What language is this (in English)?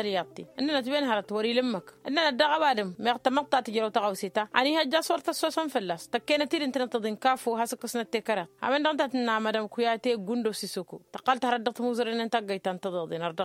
Tamasheq